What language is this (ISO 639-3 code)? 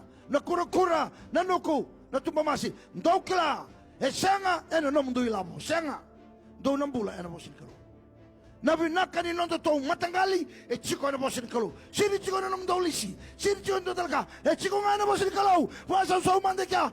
fij